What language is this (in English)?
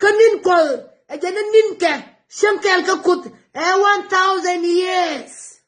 Nuer